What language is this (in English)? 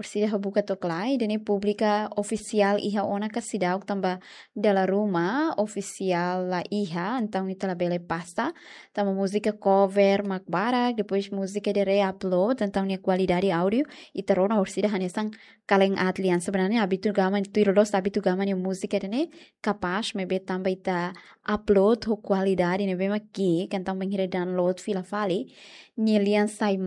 Tetum